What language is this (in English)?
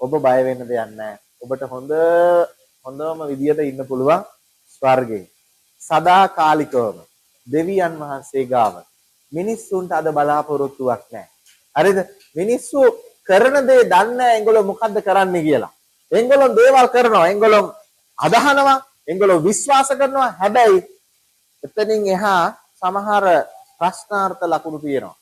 Sinhala